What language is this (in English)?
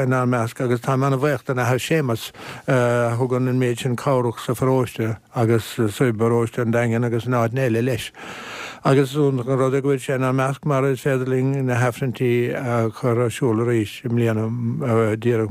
Irish